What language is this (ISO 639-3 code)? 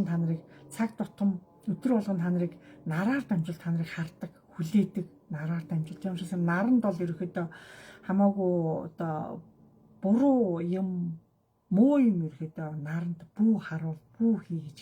mon